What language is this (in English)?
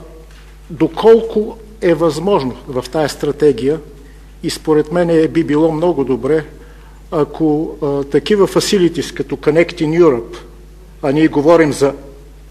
Bulgarian